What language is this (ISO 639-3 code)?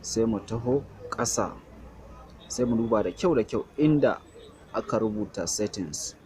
hau